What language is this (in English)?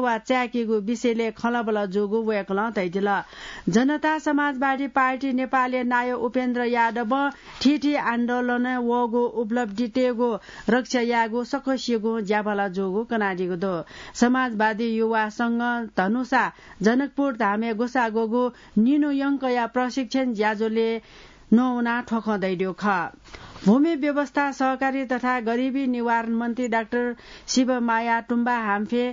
Newari